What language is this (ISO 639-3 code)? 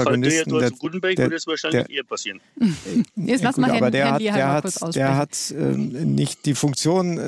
deu